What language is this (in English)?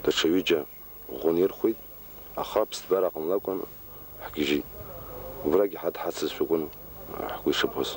Abkhazian